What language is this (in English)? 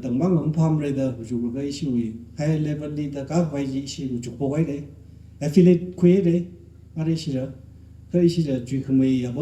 Tangkhul Naga (India)